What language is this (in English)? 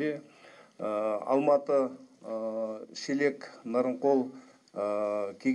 Kazakh